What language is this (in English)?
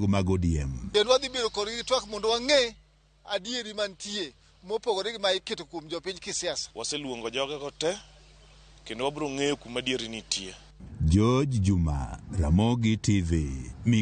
Luo (Kenya and Tanzania)